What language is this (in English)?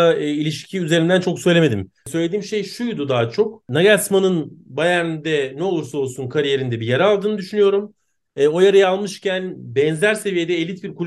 Turkish